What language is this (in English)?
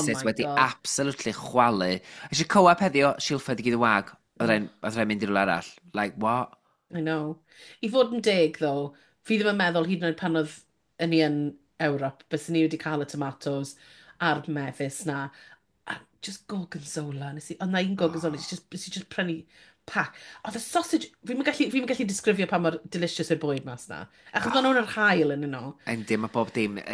Welsh